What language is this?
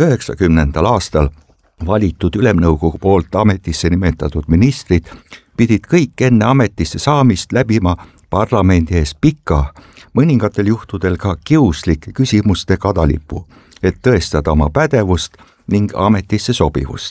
Estonian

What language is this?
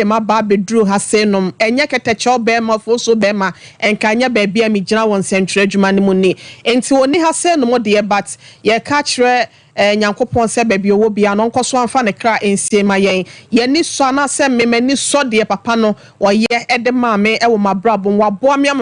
Akan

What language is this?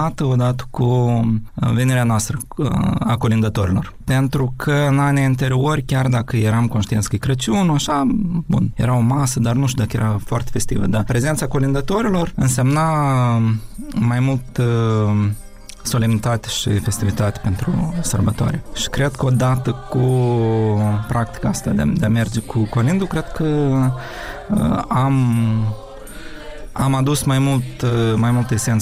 Romanian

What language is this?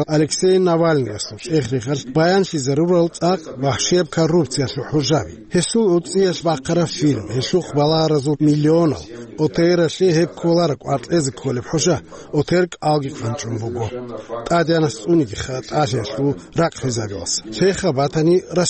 Avaric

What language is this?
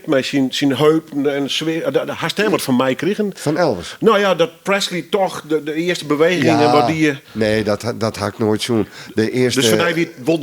Western Frisian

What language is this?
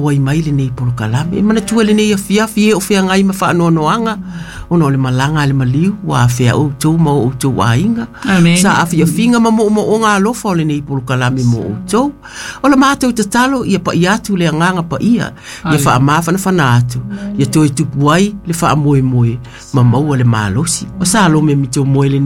Samoan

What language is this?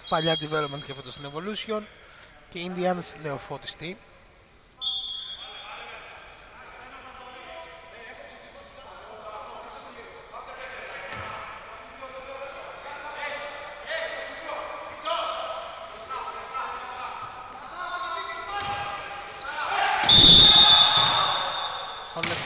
Greek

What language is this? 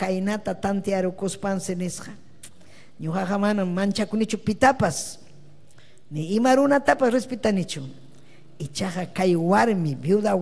Ayacucho Quechua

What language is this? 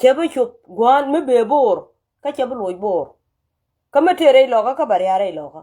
Nuer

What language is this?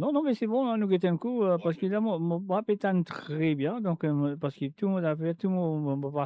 Morisyen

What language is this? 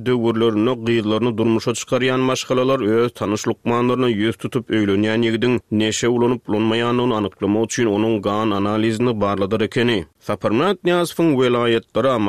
Turkmen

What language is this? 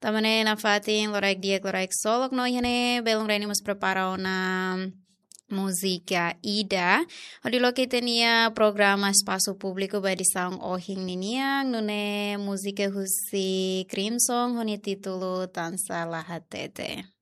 Tetum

